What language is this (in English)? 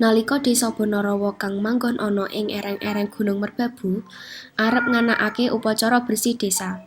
Javanese